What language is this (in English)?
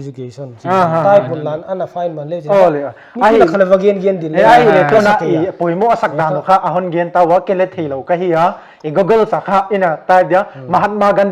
Paite Chin